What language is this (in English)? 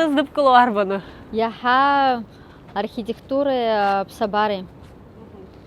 Abkhazian